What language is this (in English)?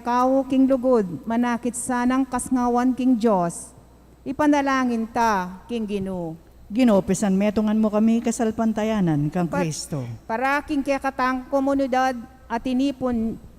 Pampanga